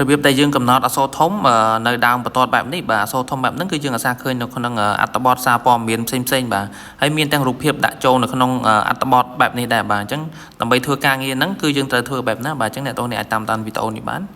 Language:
Khmer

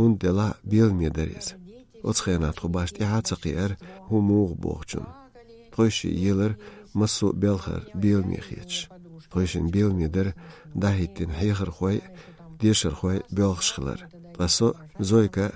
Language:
Chechen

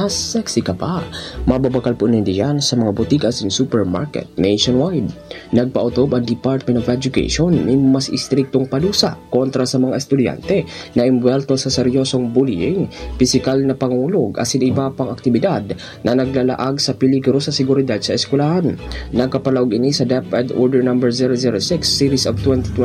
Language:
Bikol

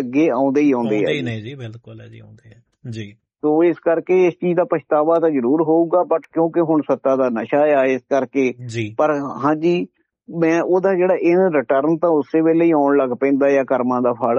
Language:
Punjabi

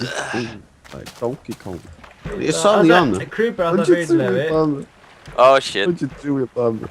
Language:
Faroese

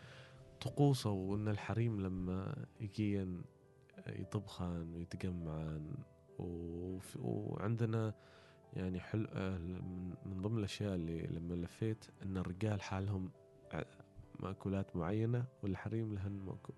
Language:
Gulf Arabic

